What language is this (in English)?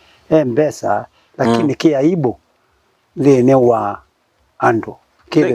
Kamba